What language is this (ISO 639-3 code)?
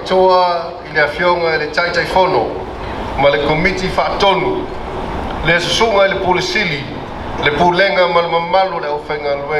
smo